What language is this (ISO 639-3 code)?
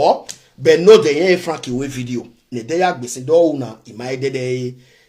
pcm